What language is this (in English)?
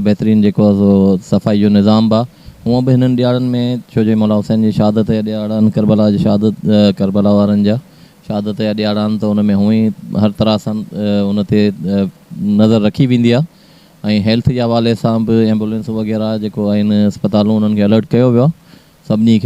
Sindhi